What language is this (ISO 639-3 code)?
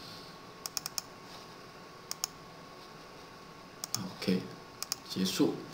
zho